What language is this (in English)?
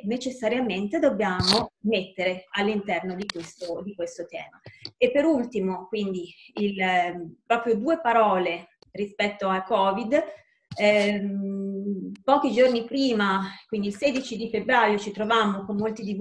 Italian